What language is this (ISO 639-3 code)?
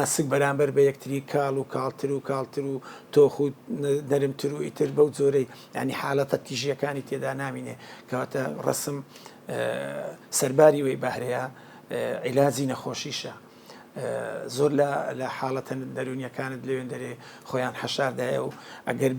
ckb